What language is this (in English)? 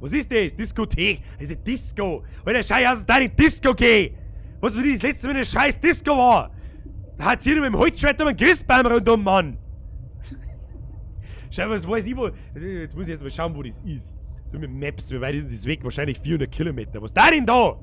Bavarian